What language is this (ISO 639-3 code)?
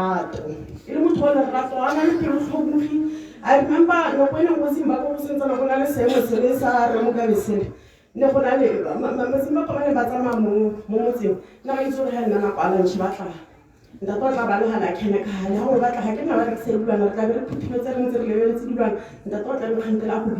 tsn